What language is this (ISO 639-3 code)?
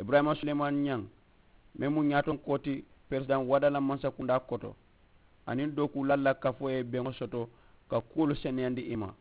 man